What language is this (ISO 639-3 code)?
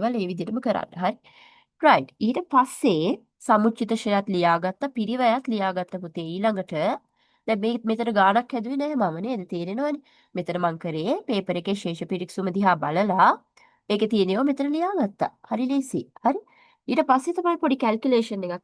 sin